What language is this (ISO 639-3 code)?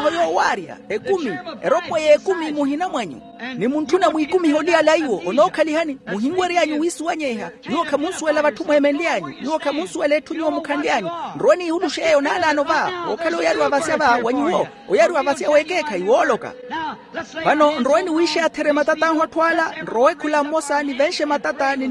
vmw